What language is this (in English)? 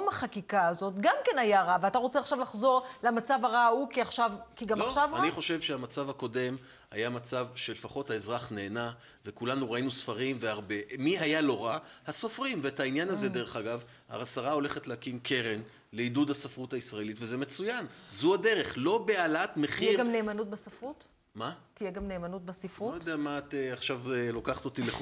Hebrew